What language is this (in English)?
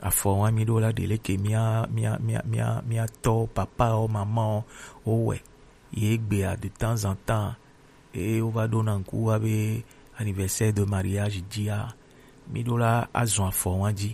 Gen